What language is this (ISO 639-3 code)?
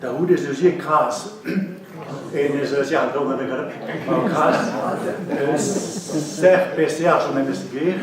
bre